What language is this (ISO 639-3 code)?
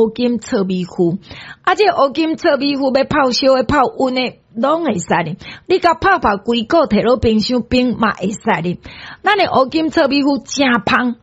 nan